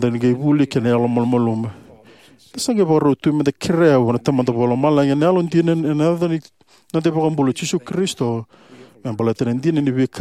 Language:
Fijian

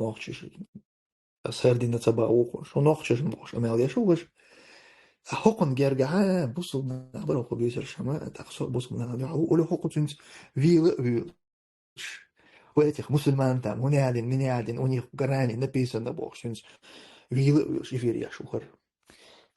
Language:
Chechen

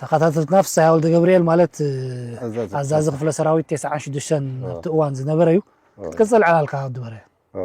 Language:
Tigrinya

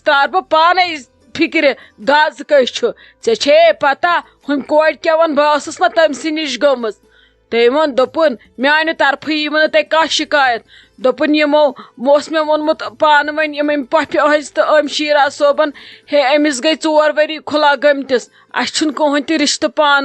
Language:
Kashmiri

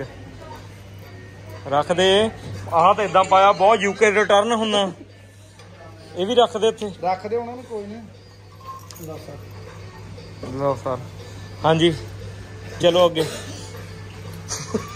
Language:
Punjabi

